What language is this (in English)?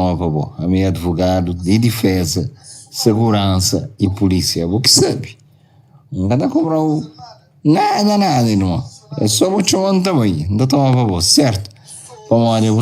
Kabuverdianu